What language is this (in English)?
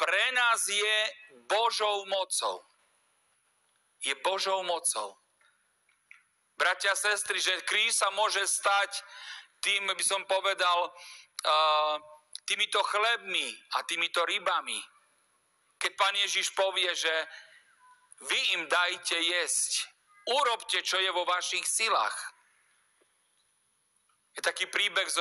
Slovak